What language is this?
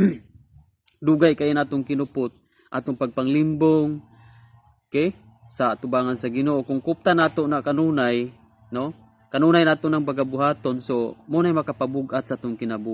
Cebuano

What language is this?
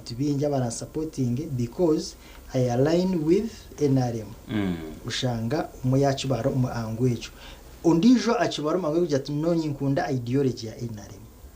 Nyankole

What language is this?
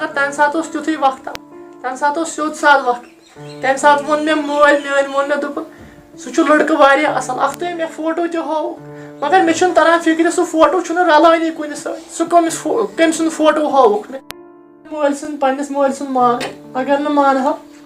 Kashmiri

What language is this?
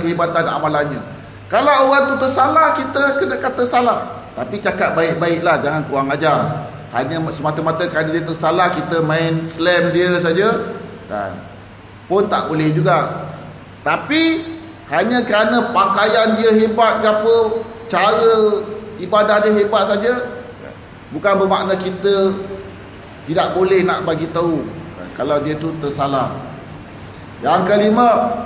Malay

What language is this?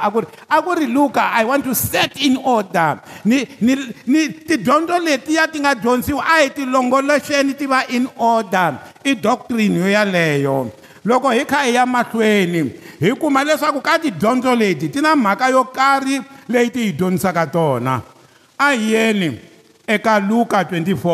Tsonga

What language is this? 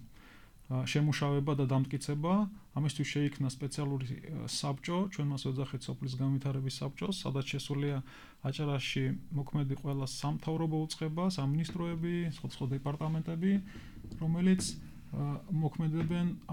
Georgian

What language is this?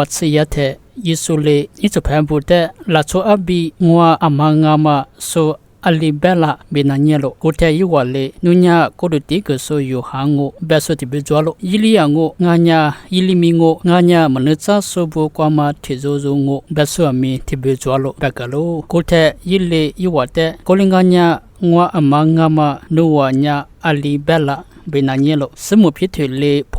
Lisu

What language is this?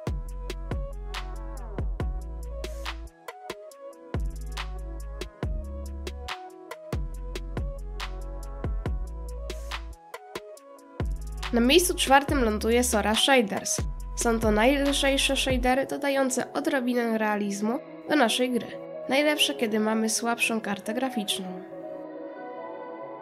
Polish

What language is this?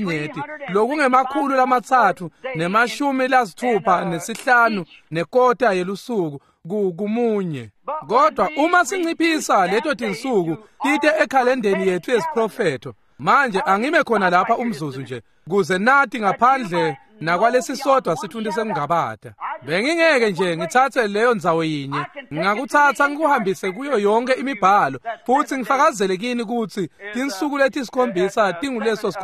Swati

